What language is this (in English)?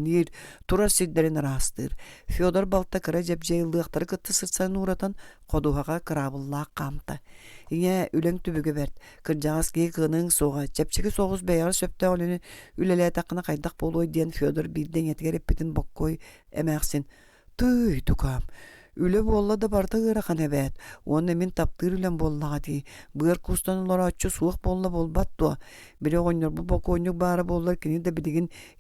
Yakut